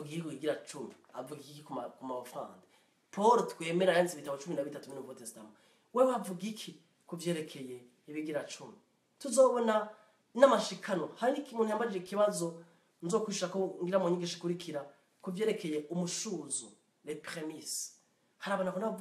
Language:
Rundi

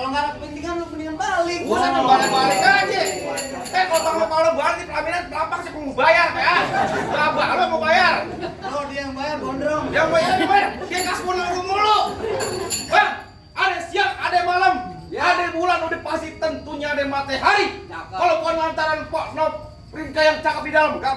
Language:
Betawi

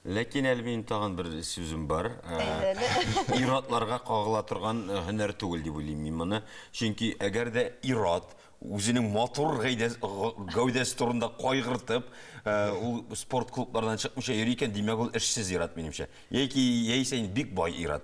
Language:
Tatar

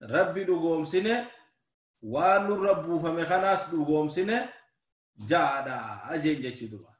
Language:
Oromo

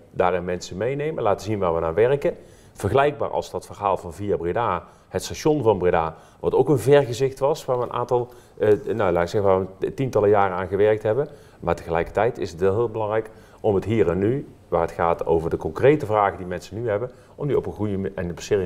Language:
Dutch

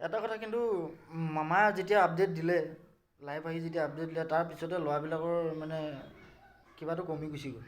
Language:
Assamese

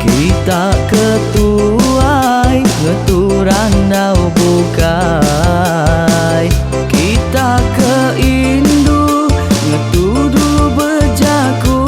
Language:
Iban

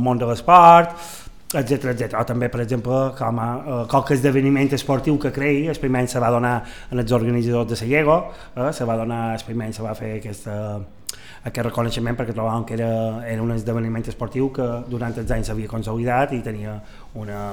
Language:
Catalan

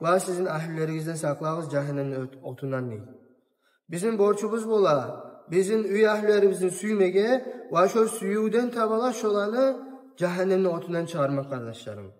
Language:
Kumyk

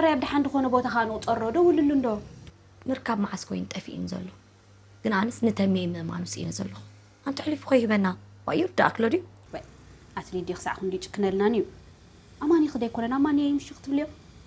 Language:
Tigrinya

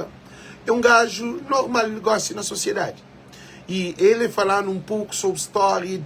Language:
Kabuverdianu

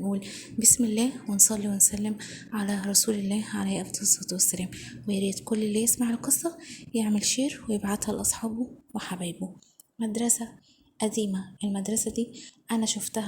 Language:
Egyptian Arabic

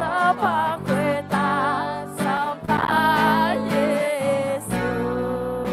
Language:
Akha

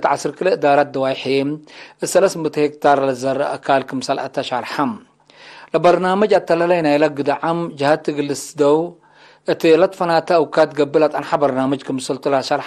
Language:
Tigre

